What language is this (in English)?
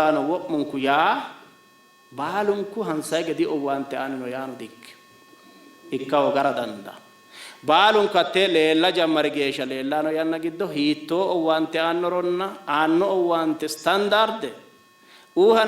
Sidamo